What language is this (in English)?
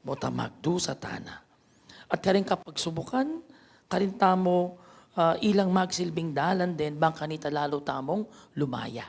Pampanga